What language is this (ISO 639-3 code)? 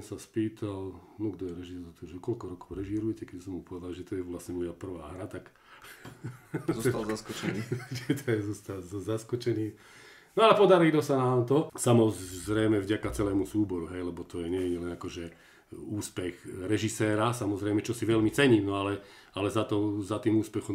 slk